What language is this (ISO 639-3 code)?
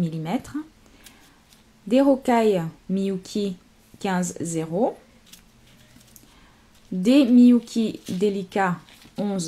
fra